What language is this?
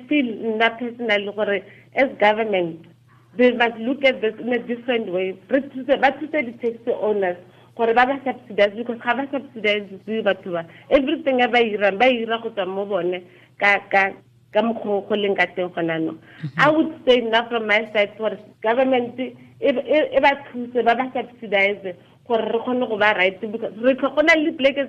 Tswana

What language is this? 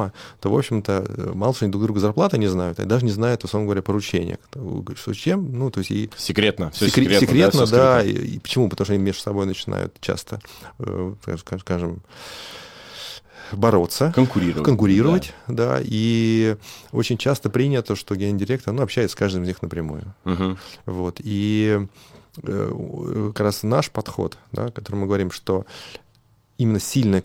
Russian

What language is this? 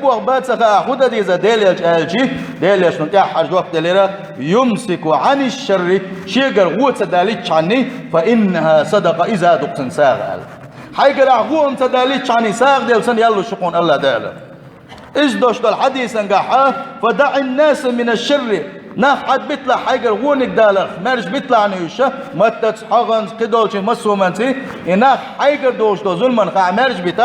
Chechen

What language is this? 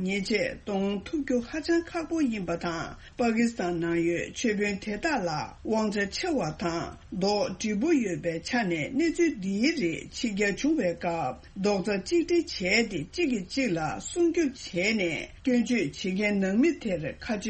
Tibetan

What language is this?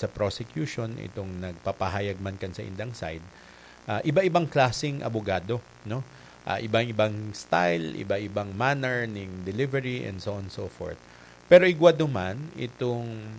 Bikol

